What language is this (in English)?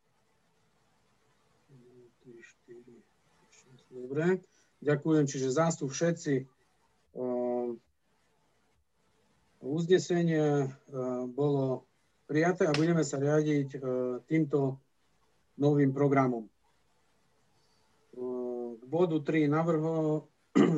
Slovak